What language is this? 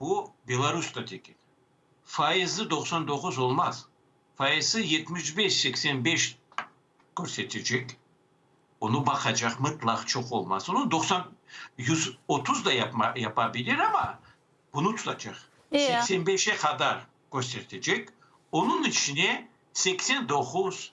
Crimean Tatar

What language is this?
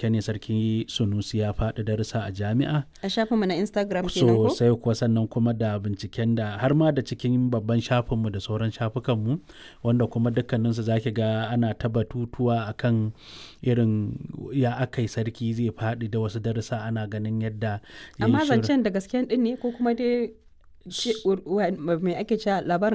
Hausa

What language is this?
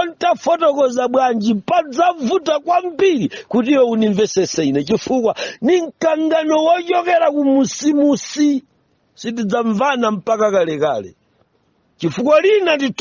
Nyanja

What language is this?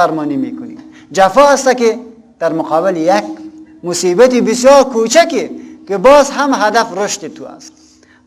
Persian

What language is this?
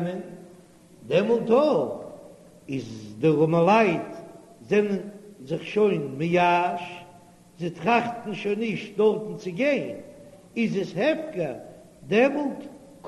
Yiddish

